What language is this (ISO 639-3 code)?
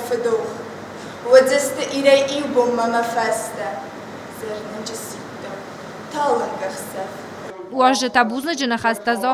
oss